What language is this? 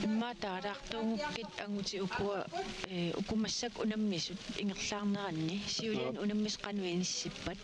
Kalaallisut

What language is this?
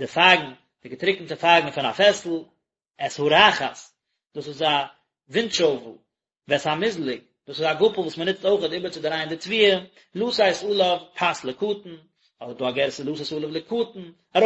Yiddish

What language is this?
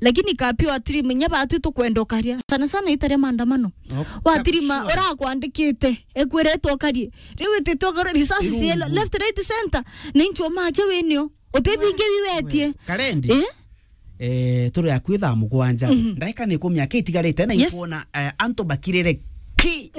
Meru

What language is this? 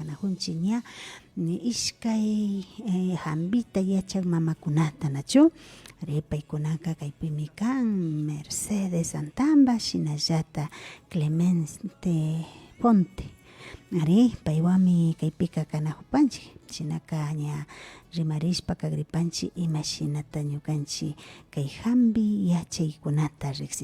Imbabura Highland Quichua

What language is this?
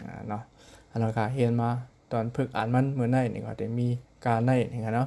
Shan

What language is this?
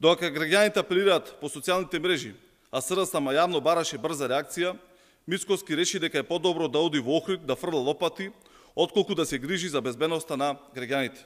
Macedonian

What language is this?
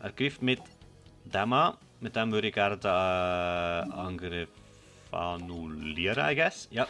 Swiss German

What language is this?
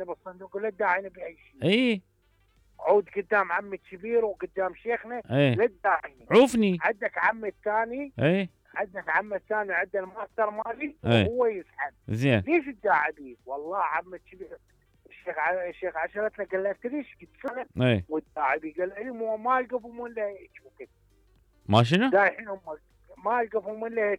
Mesopotamian Arabic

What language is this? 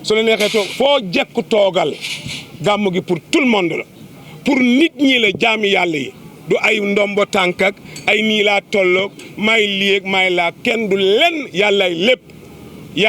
Wolof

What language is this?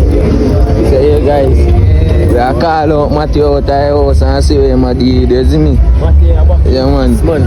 Jamaican Creole English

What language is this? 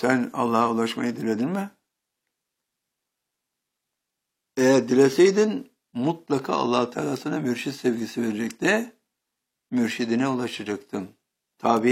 Turkish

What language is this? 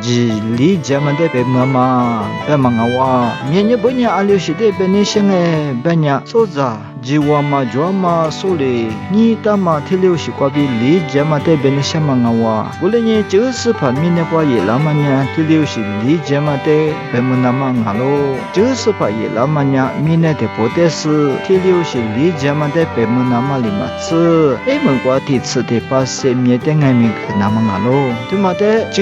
Lisu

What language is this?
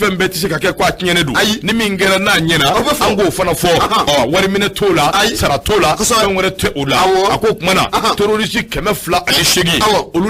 Bambara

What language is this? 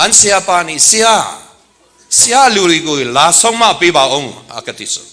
Hakha Chin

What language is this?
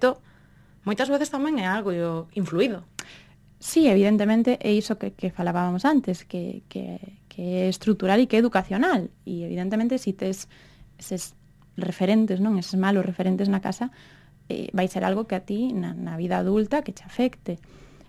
Galician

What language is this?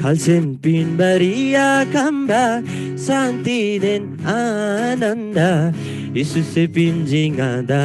Eastern Tamang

